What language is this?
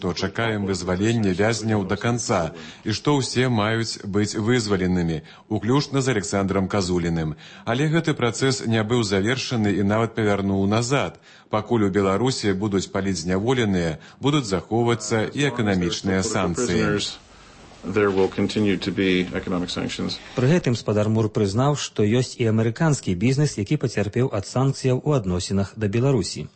Belarusian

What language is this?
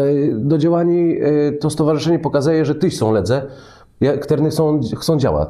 Kashubian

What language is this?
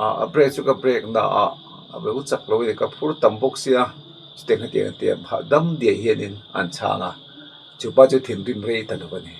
Mizo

